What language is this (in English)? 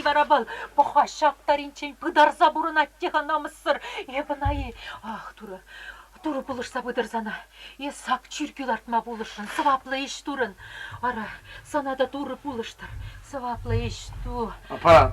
Chuvash